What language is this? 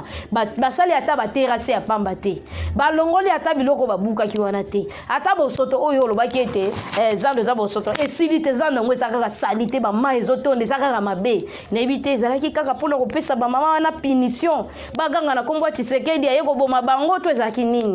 Lingala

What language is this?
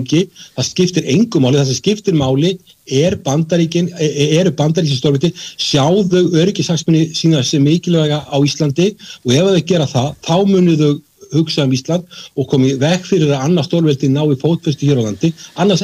Icelandic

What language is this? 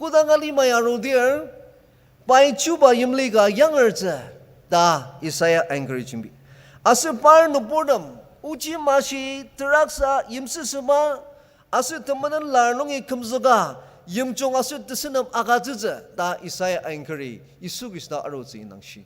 Ao Naga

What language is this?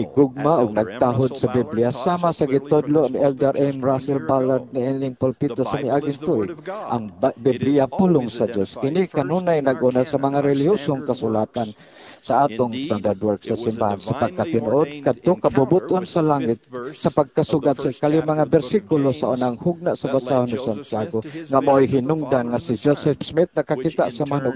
Cebuano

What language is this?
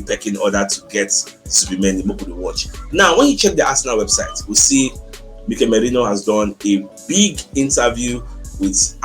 Nigerian Pidgin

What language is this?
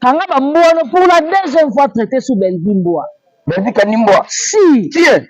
Lingala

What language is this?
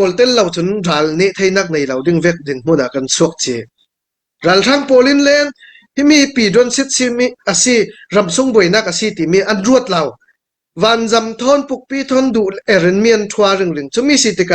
Hakha Chin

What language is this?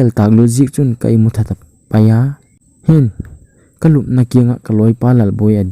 Thado Chin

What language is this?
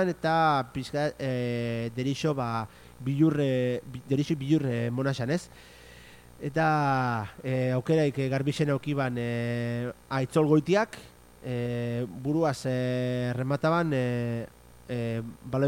Basque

